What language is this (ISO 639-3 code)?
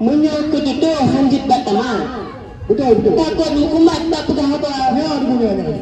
ace